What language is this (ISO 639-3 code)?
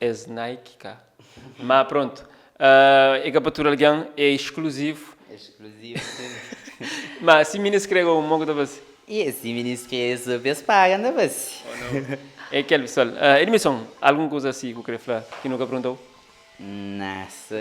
kea